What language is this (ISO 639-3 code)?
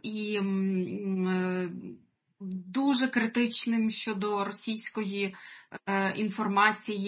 ukr